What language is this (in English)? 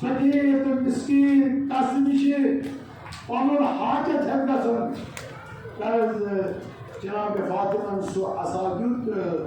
Kashmiri